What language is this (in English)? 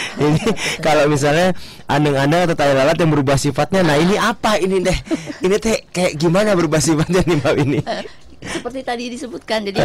Indonesian